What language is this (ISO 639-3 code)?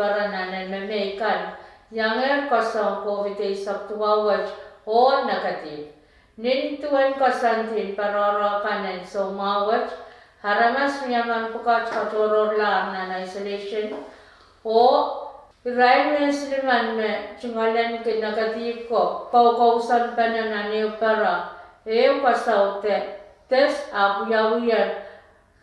pon